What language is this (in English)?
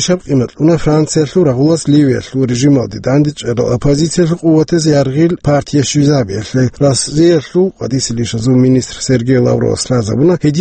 Avaric